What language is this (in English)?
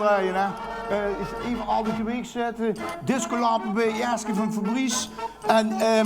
Limburgish